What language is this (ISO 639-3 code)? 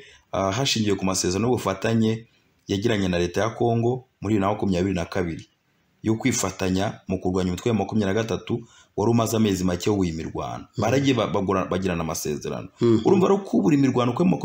kin